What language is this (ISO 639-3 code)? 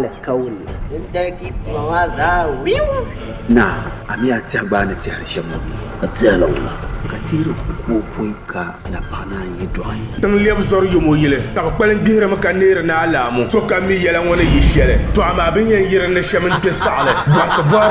dag